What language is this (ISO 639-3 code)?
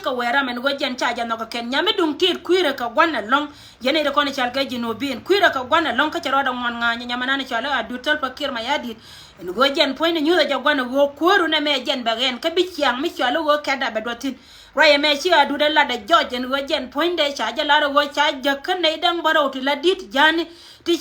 nus